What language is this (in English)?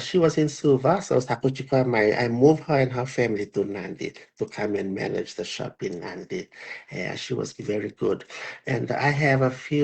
Fijian